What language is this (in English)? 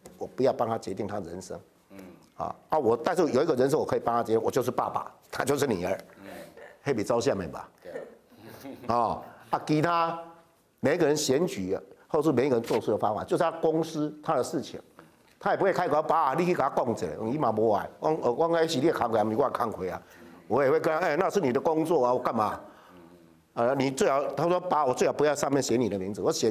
Chinese